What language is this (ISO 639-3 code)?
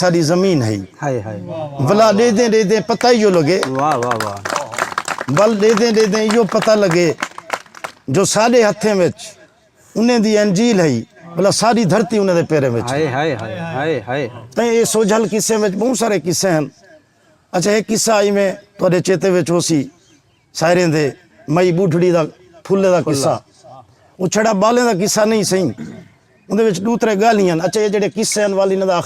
skr